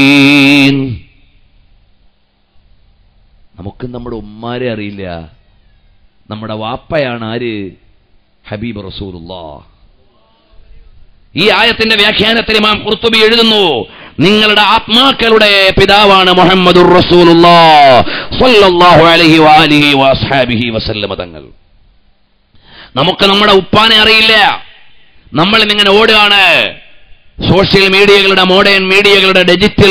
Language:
Malayalam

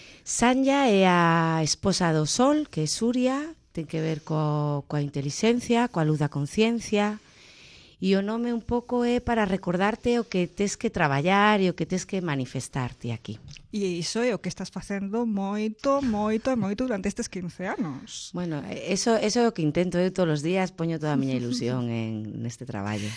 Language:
Galician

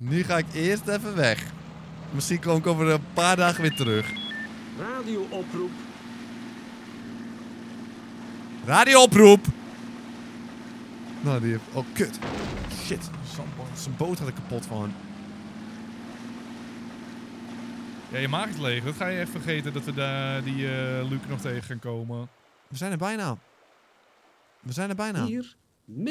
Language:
Dutch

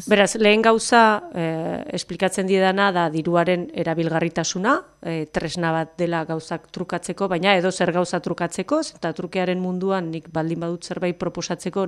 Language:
Basque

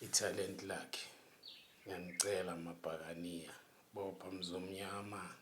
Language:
Zulu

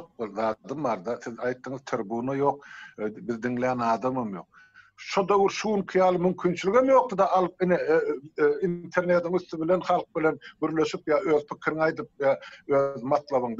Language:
Turkmen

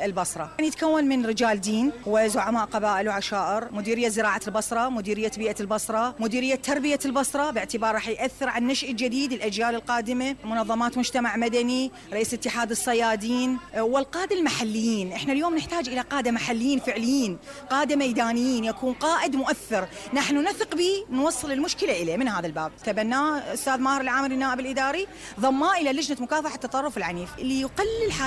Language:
Mesopotamian Arabic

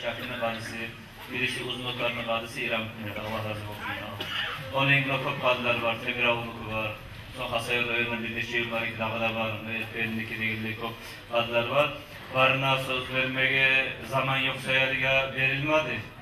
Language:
Kumyk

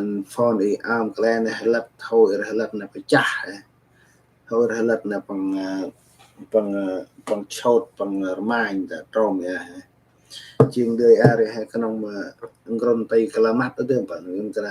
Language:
Central Mnong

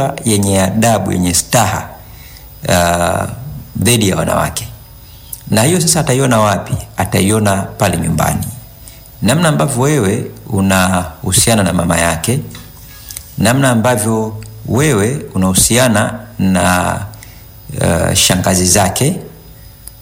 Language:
Swahili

